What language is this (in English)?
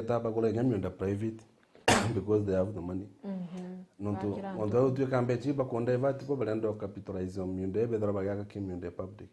Meru